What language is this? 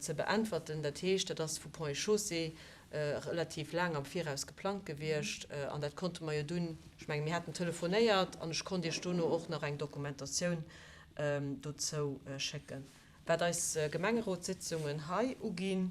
Luxembourgish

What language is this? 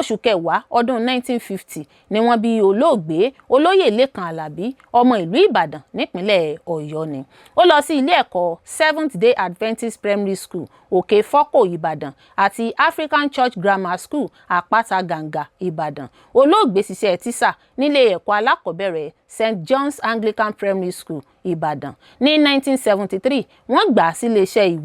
Yoruba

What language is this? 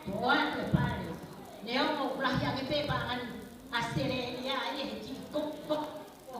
Tongan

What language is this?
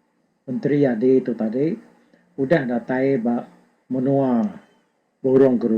Iban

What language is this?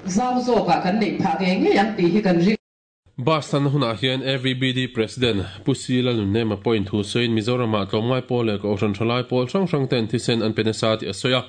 Mizo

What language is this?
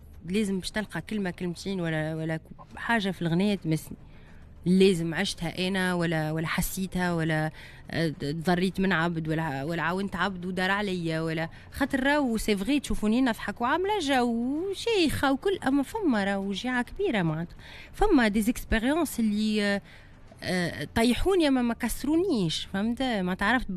Tunisian Arabic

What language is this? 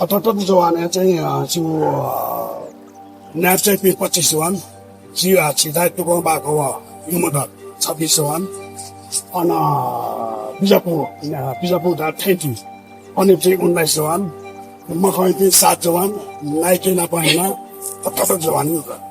Newari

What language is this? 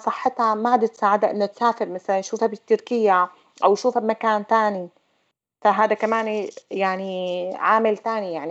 North Levantine Arabic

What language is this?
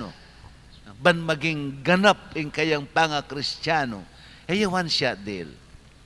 Pampanga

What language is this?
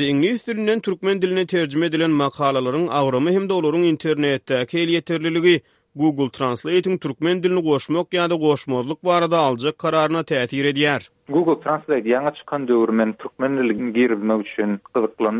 Turkmen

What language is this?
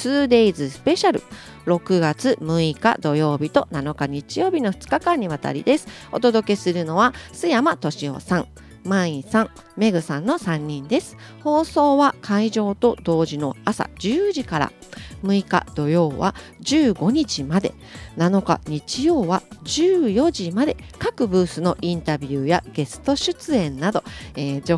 Japanese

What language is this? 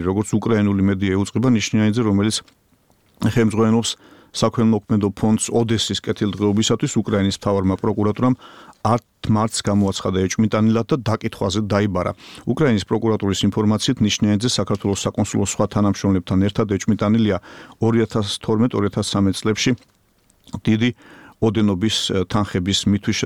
Georgian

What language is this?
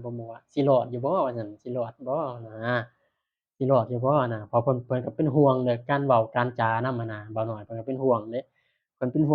Northeastern Thai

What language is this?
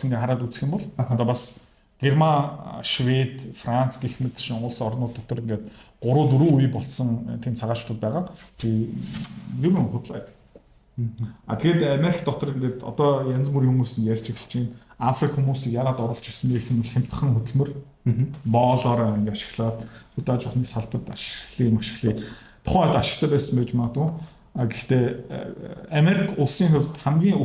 Mongolian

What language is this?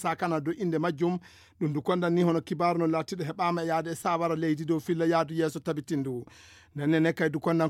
Fula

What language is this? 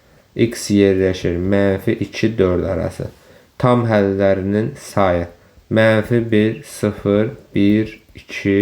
Azerbaijani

